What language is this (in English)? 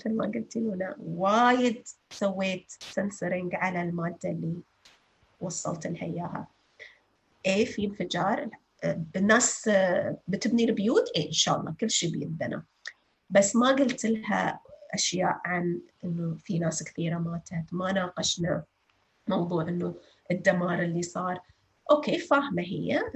North Levantine Arabic